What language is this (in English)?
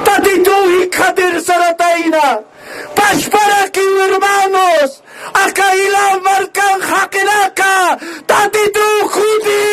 Aymara